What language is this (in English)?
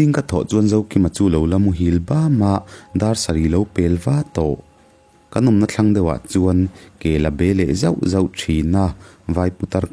Mizo